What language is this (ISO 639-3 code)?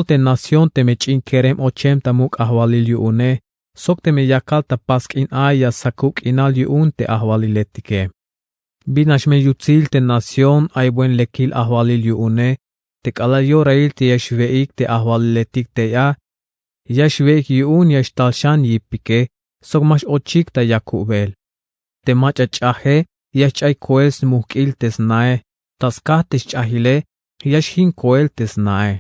tzh